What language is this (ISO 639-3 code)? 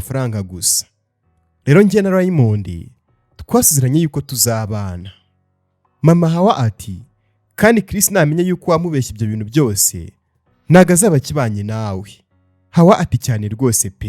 kin